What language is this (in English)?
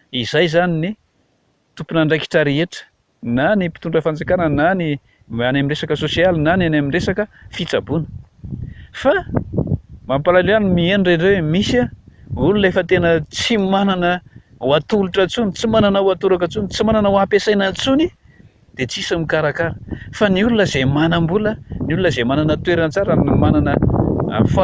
Malagasy